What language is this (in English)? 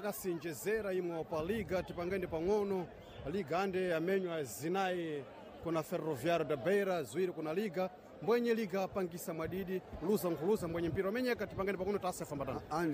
Sena